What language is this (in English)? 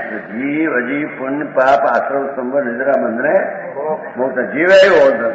Gujarati